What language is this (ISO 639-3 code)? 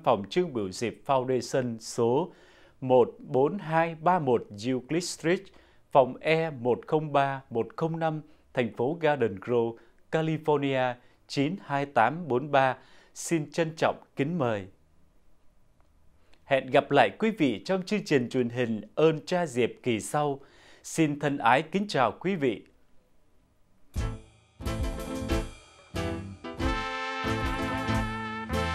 vie